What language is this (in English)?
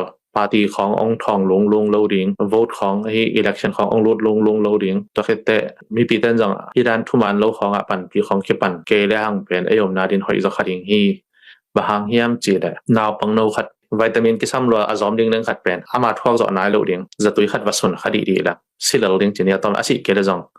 Tedim Chin